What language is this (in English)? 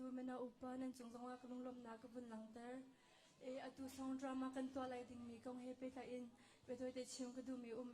Hakha Chin